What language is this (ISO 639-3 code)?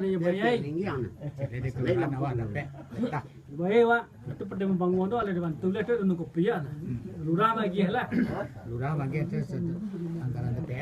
min